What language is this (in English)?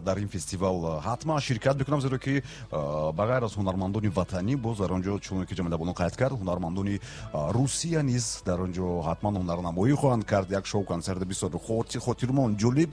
Tajik